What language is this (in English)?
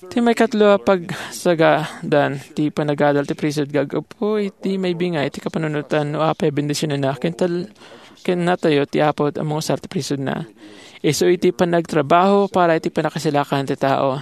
Iloko